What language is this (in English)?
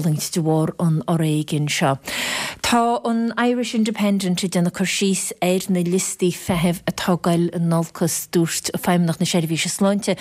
Irish